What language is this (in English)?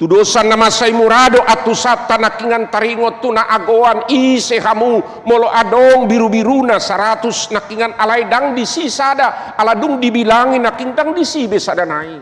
Batak Toba